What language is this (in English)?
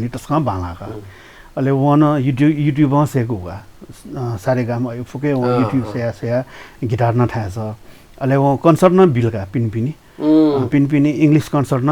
Newari